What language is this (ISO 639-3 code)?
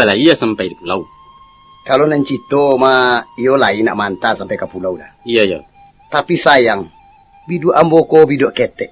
min